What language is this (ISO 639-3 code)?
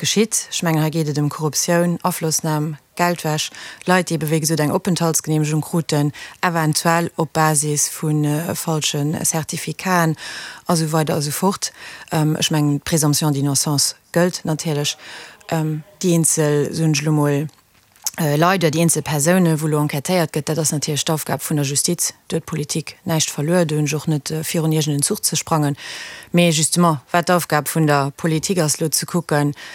ltz